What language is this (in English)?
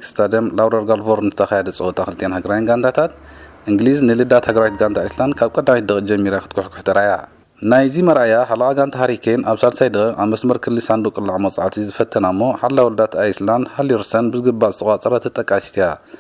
Tigrinya